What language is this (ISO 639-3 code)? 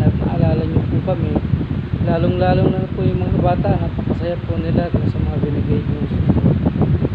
fil